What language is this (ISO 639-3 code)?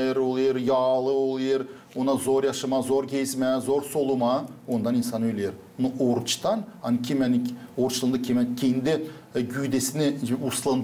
gag